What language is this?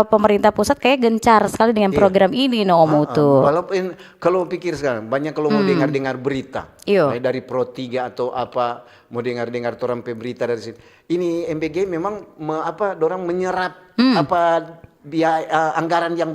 Manado Malay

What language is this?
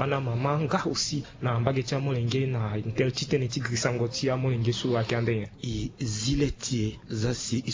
Sango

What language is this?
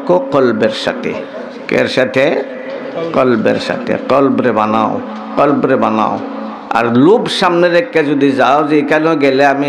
Sylheti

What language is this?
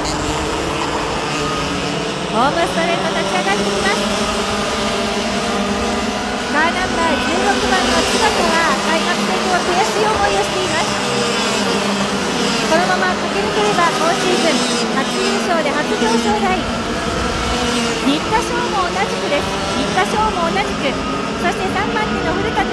Japanese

